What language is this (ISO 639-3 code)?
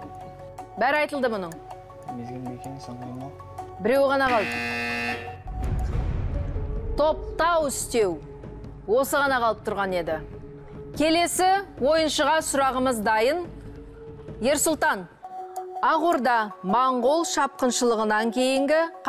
kaz